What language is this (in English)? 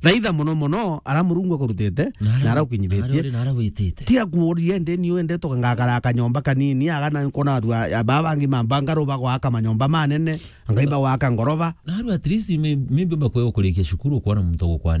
Meru